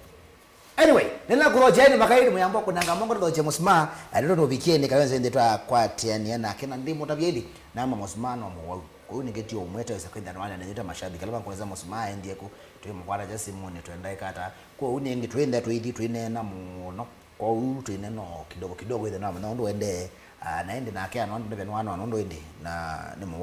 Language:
Kamba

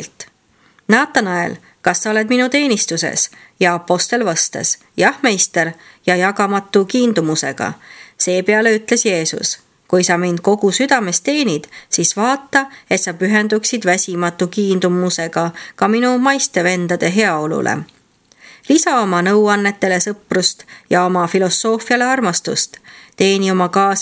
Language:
Estonian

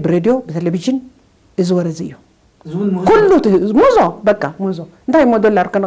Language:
Tigrinya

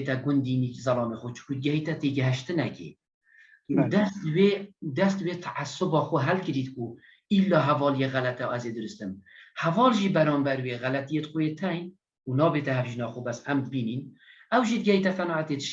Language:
Kurdish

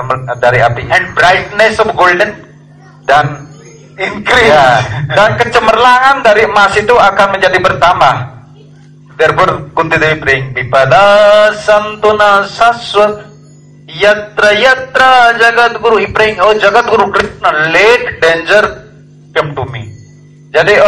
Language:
Indonesian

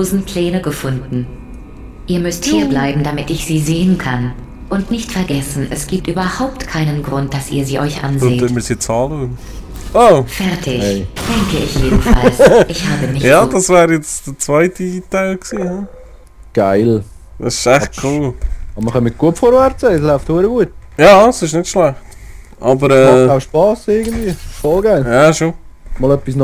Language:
Swiss German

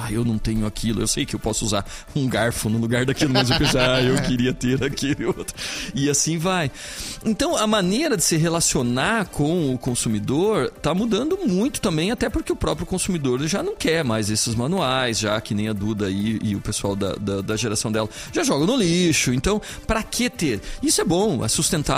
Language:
Portuguese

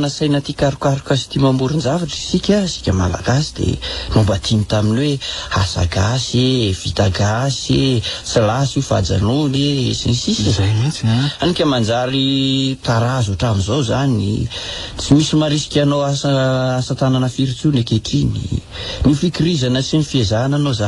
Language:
Malagasy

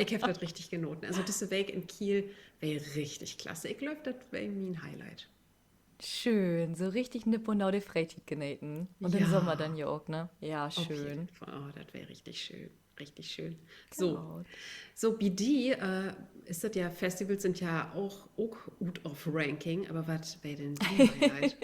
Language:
Low German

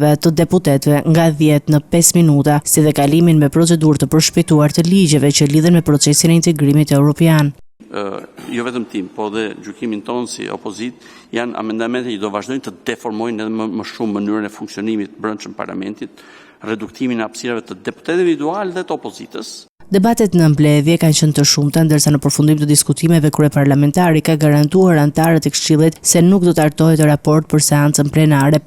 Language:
Albanian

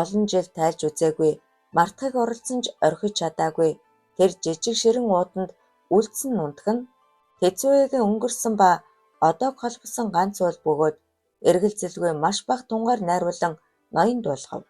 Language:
Mongolian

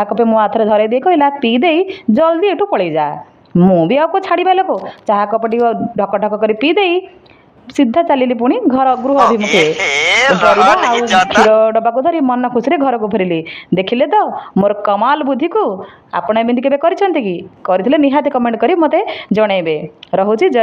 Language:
Odia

